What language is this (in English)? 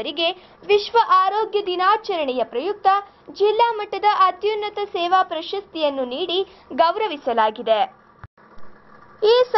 Kannada